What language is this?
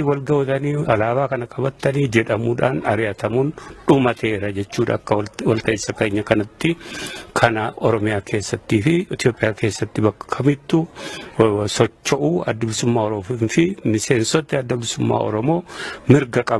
Oromo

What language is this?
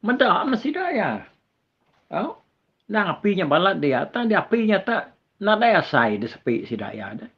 Iban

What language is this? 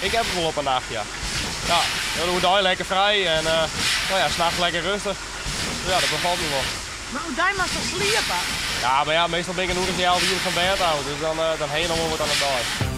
Western Frisian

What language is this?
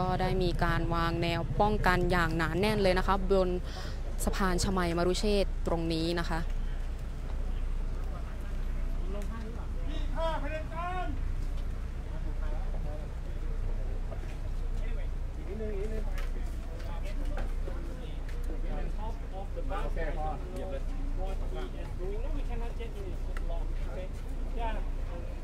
Thai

